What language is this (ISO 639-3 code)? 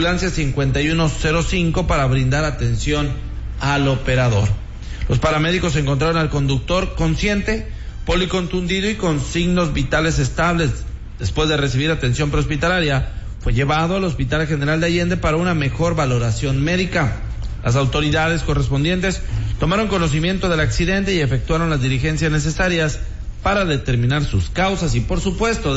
spa